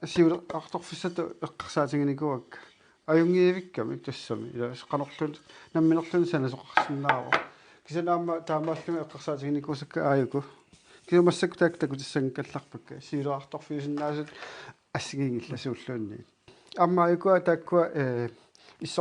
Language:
Kalaallisut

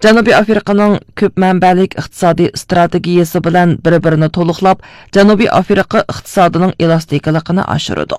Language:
Uyghur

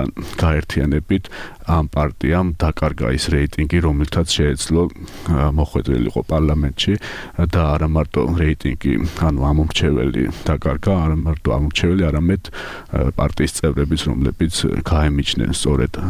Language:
Georgian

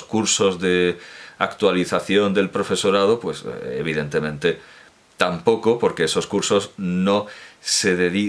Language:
Spanish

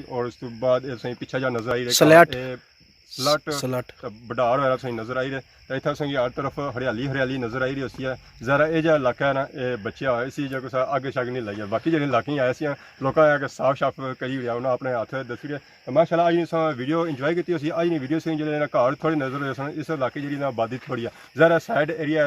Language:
Pahari-Potwari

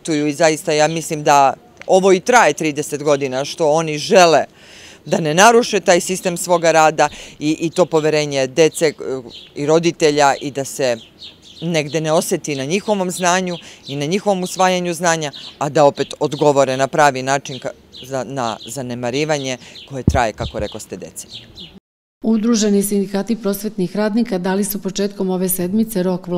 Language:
Serbian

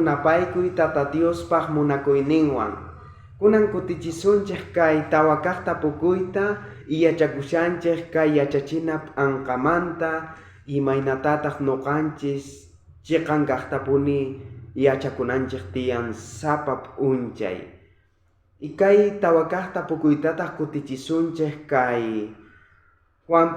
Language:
South Bolivian Quechua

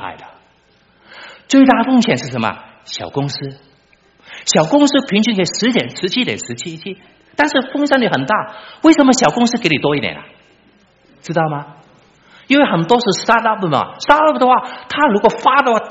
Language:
Chinese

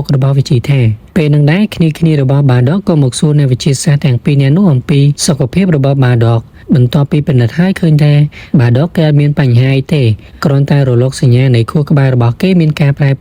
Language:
Khmer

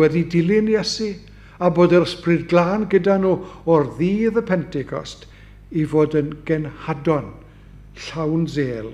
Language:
Welsh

